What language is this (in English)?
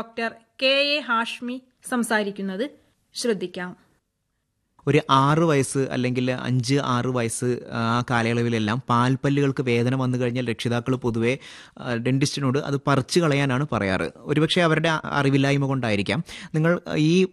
Malayalam